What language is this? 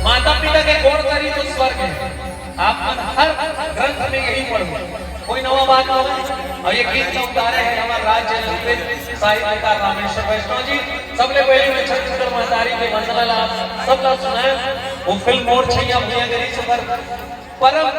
Chhattisgarhi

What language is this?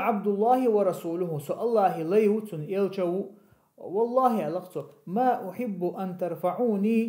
Chechen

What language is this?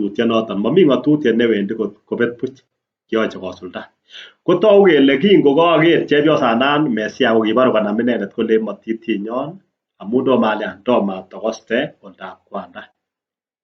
Kalenjin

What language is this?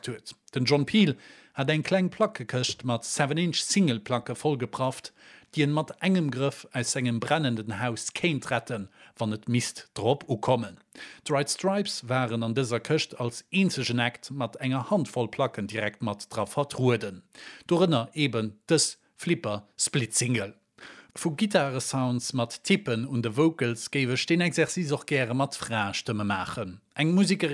Luxembourgish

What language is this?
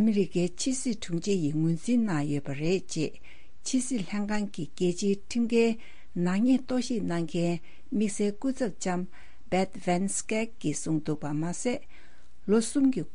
Tibetan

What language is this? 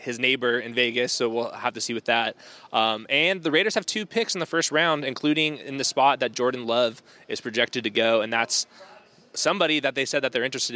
English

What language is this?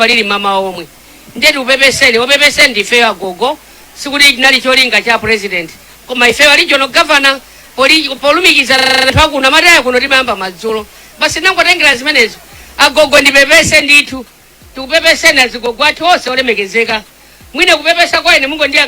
Nyanja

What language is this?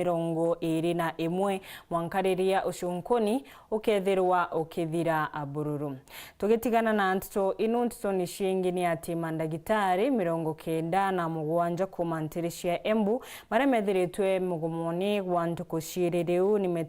Meru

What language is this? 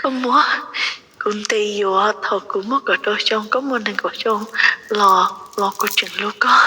Hmong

